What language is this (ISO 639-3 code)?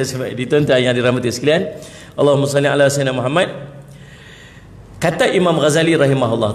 msa